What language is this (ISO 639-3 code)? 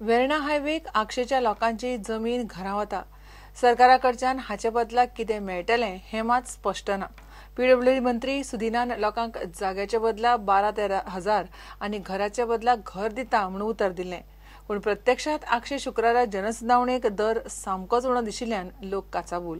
kok